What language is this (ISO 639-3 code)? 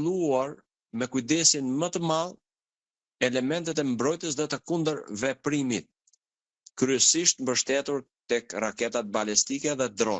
sqi